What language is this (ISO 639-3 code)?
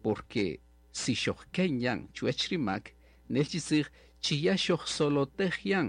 cak